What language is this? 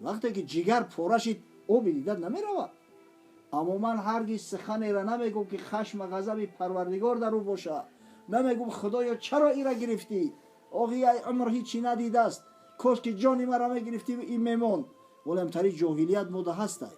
Tajik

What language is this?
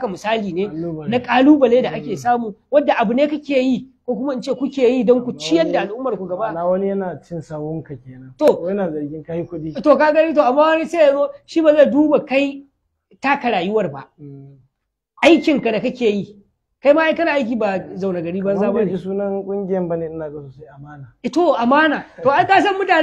Hausa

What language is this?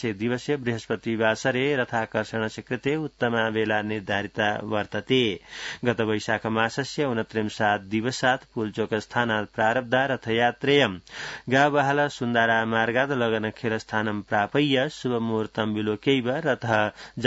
Sanskrit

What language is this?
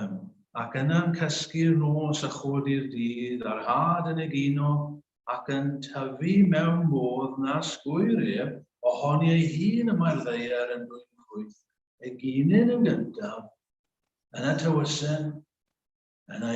Welsh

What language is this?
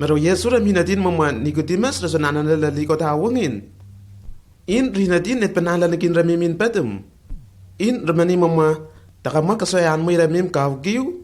Lenakel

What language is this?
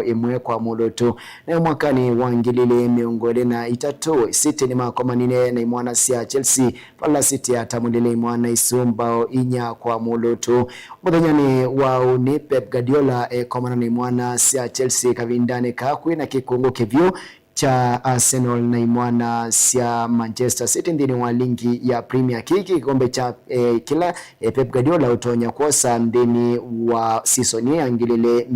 Kamba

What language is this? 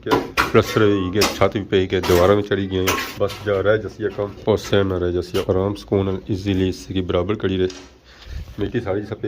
Pahari-Potwari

